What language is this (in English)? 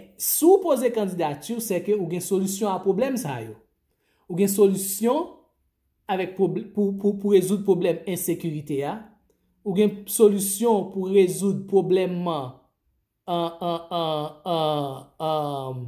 Haitian Creole